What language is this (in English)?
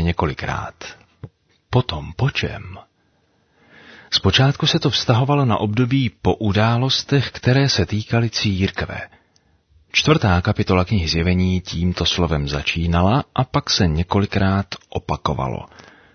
Czech